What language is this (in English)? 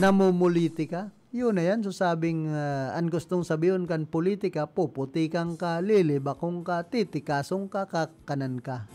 Bikol